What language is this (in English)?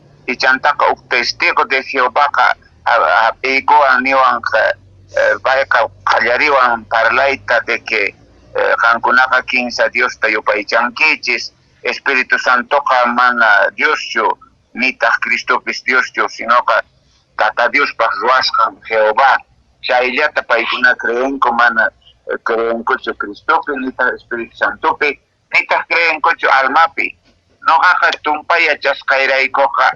Quechua